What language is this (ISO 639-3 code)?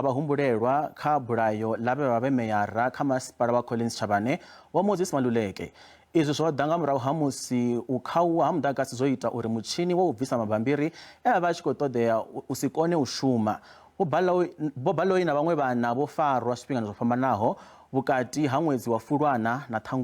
ven